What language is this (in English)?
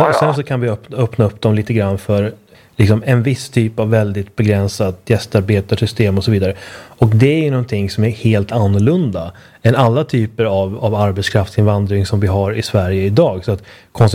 Swedish